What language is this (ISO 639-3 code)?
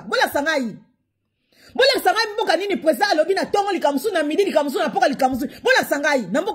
lin